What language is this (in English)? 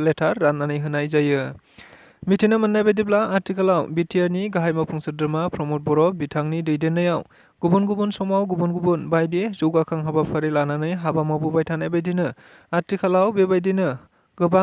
Bodo